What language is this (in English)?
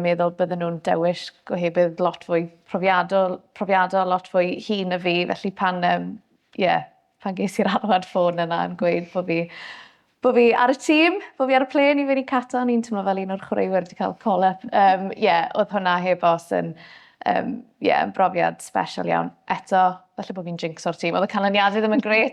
Welsh